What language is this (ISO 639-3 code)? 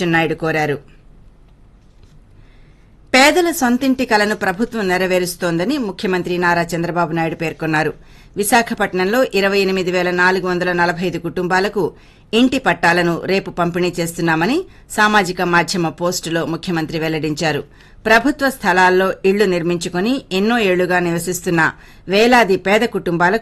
tel